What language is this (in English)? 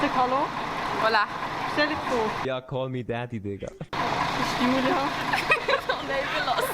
Swiss German